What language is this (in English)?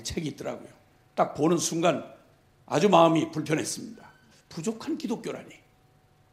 Korean